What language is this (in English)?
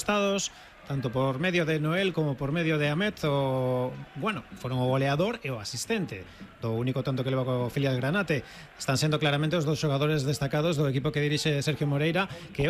Galician